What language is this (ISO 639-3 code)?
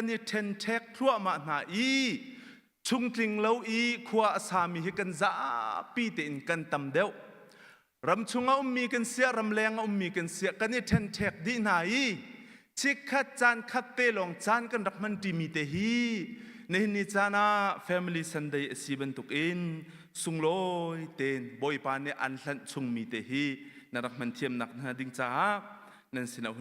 cnh